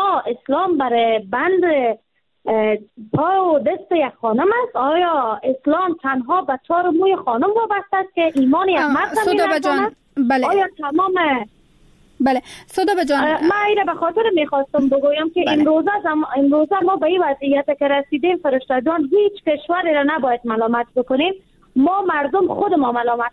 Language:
Persian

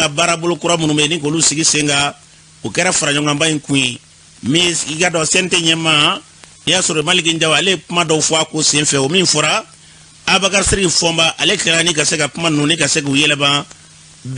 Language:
Bambara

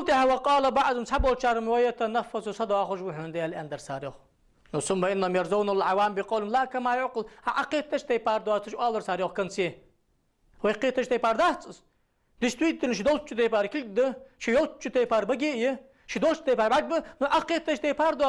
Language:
Ingush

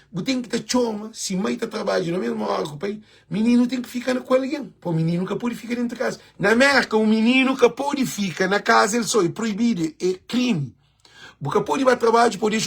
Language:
Kabuverdianu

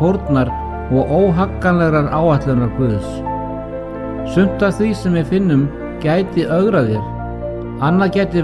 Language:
Icelandic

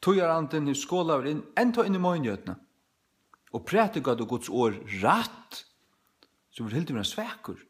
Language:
Faroese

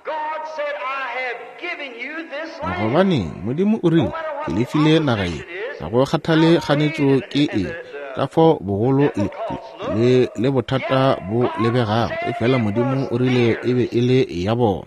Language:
Northern Sotho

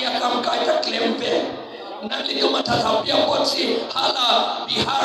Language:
Karbi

